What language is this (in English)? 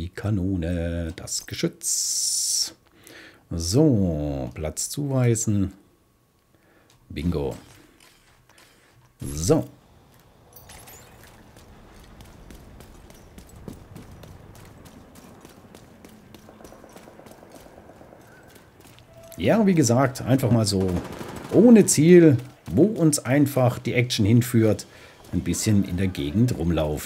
German